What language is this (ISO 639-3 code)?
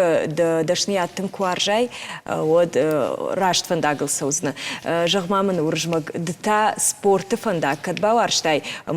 oss